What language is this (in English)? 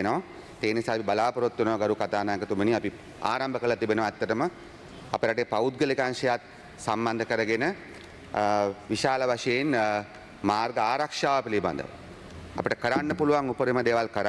Sinhala